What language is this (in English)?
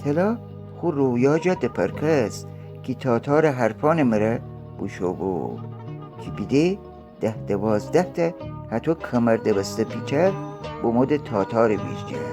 Gilaki